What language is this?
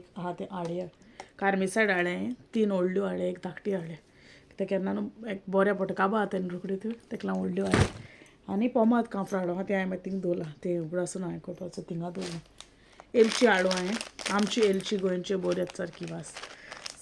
Konkani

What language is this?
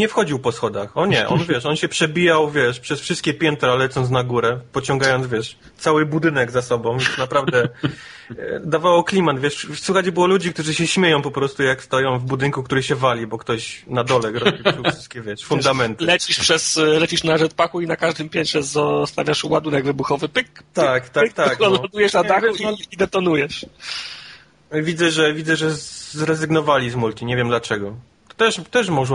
Polish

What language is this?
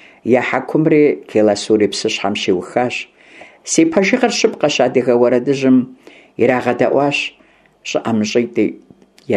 Kabardian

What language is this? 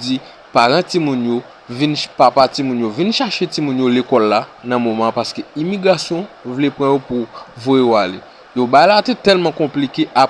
Haitian Creole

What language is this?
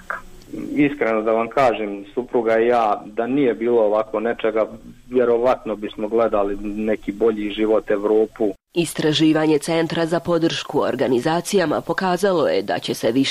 Bosnian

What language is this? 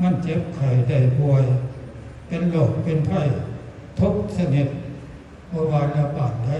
Northeastern Thai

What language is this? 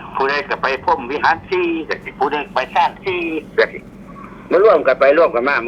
Northeastern Thai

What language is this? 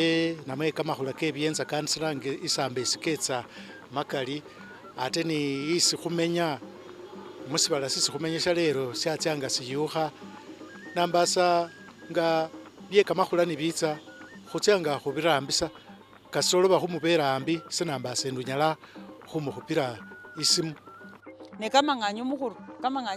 Masaaba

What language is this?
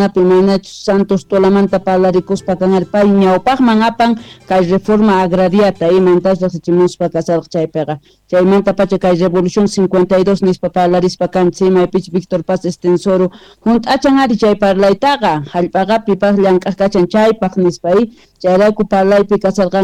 South Bolivian Quechua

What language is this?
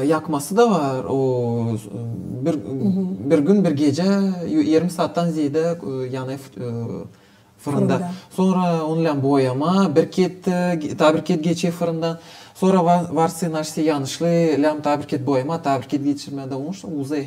Gagauz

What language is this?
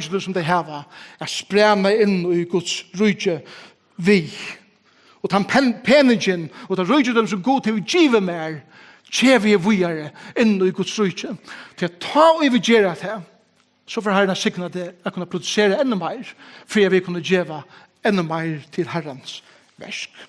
Faroese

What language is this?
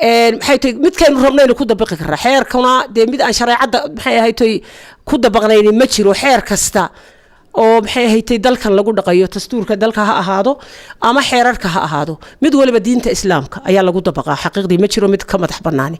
Somali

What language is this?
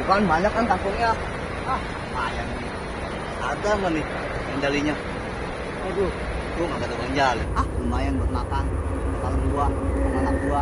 Betawi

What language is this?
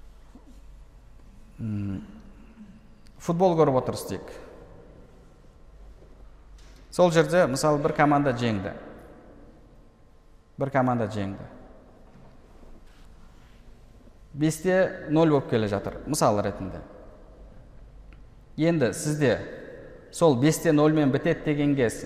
Kazakh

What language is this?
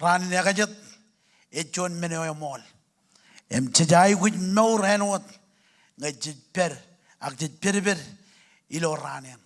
Marshallese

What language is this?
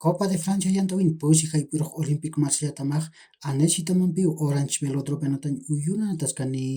Aymara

